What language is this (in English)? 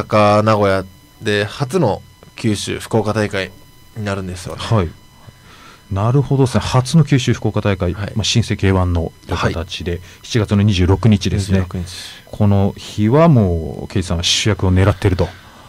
Japanese